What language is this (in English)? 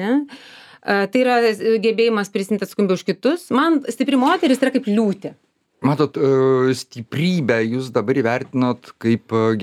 Lithuanian